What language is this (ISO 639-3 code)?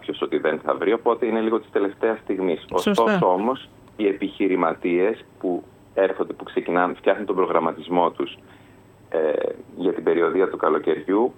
ell